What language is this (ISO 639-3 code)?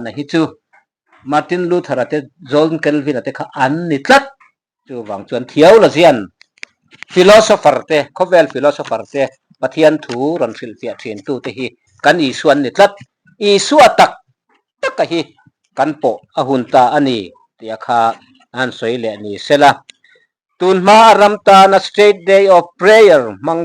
lus